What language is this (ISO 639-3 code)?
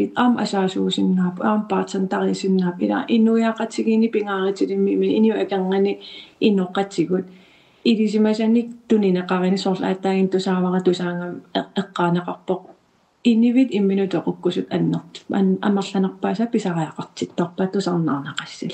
kal